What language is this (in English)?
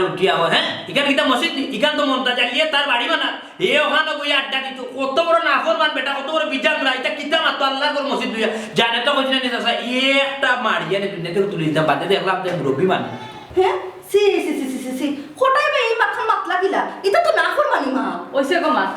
Sylheti